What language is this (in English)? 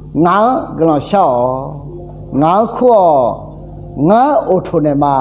Akha